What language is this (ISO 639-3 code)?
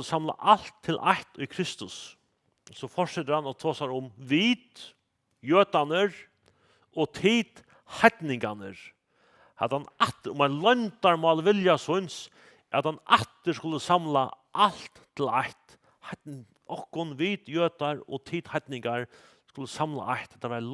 fao